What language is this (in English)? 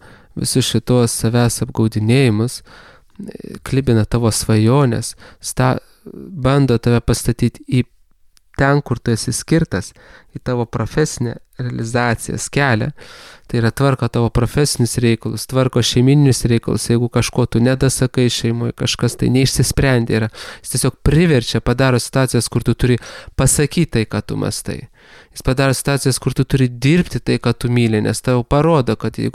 Lithuanian